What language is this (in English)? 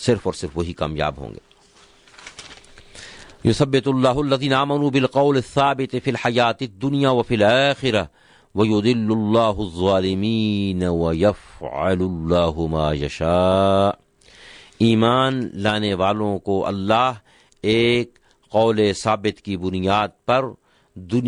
Urdu